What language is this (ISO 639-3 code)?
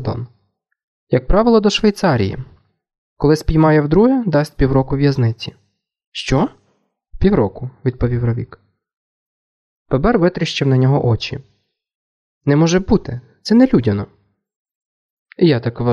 ukr